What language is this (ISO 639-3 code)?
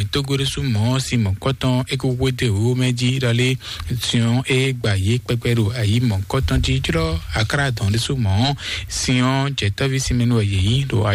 fon